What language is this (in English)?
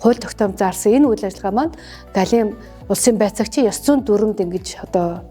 Mongolian